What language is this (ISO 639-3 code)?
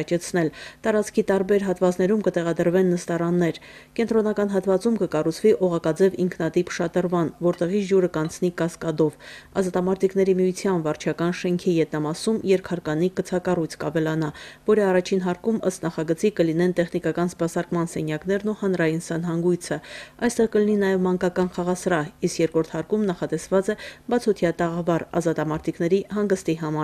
hye